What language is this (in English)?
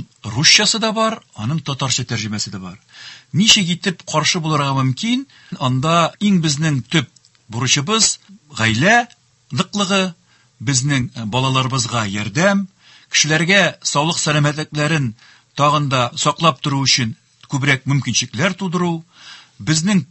Tatar